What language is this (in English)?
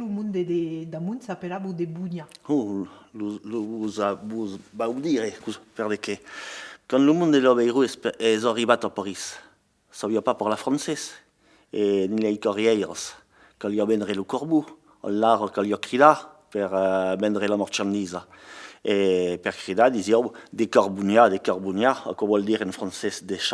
Occitan